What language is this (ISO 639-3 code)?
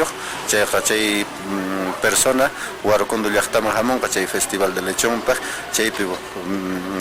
que